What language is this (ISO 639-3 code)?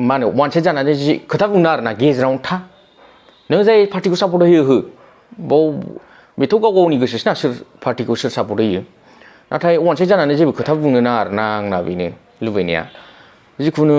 brx